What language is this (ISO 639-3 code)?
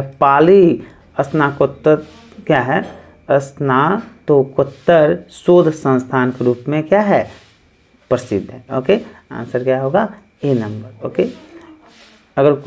hin